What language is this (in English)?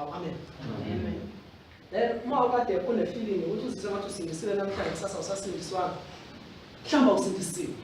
Zulu